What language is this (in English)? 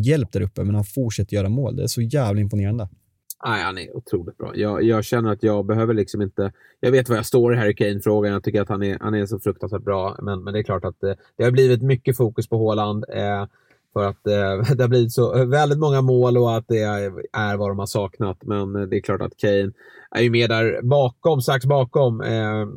Swedish